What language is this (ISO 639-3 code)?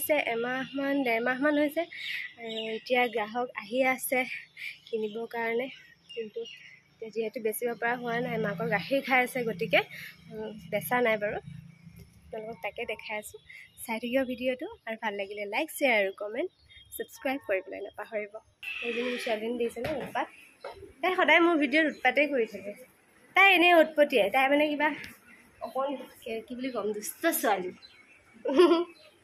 asm